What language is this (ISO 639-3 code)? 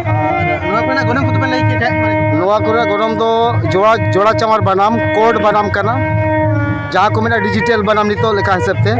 sat